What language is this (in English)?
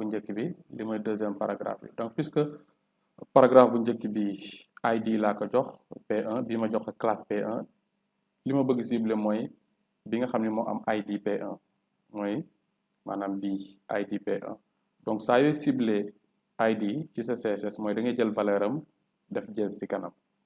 Wolof